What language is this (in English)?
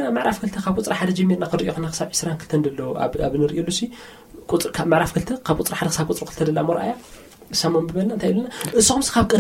Tigrinya